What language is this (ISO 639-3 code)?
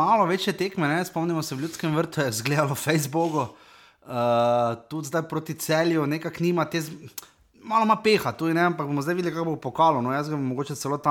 slv